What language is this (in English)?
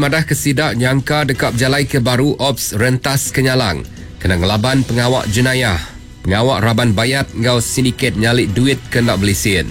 Iban